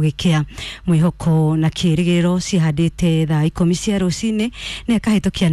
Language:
Kikuyu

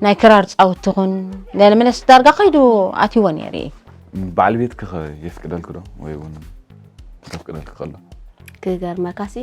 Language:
Tigrinya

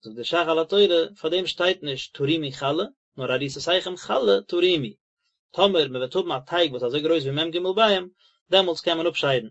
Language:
Yiddish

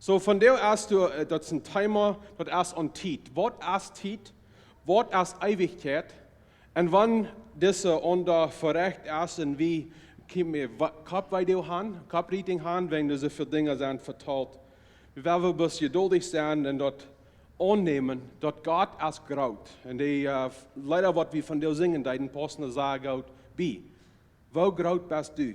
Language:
Plautdietsch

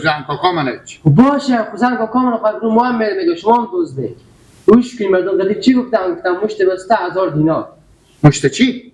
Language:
Persian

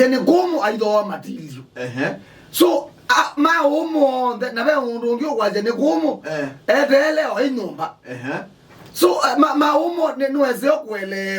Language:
Kamba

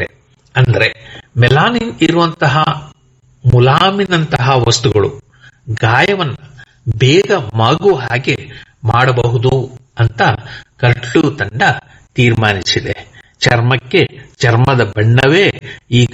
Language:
Kannada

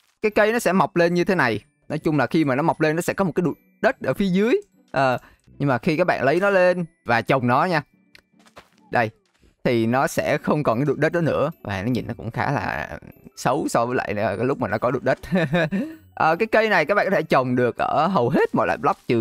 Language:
Vietnamese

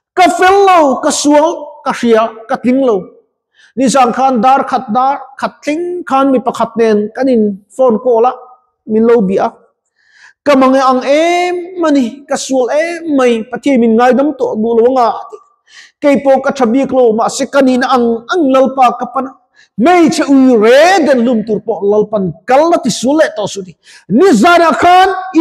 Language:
Mizo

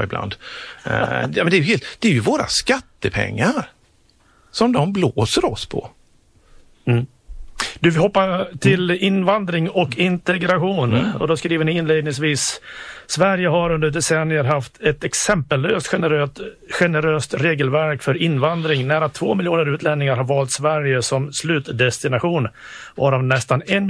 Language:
Swedish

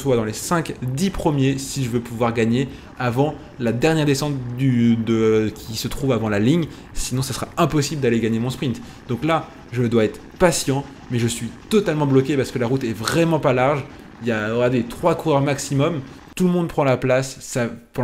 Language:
French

